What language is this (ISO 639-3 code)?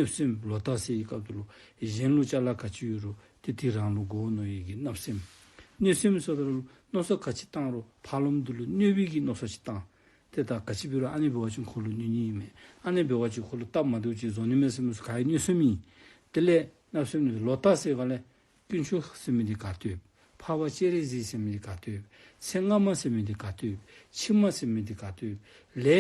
dzo